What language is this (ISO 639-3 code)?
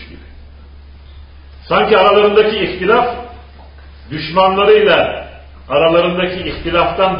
tur